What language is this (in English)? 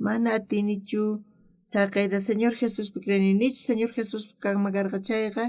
South Bolivian Quechua